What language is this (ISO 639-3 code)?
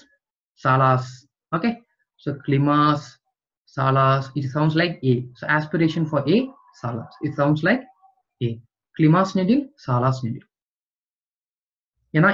tam